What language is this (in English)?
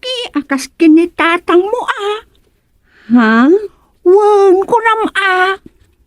Iloko